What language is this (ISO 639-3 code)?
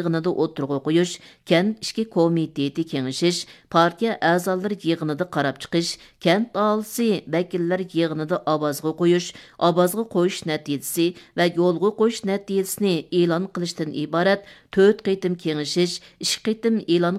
uig